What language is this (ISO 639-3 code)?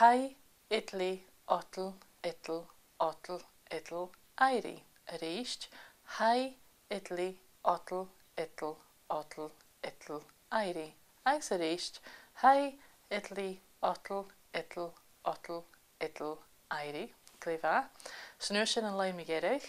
gla